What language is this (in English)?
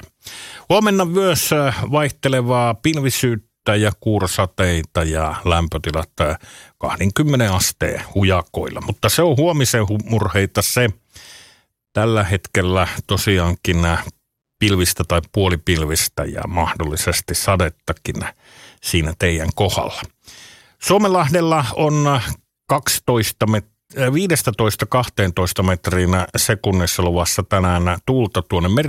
Finnish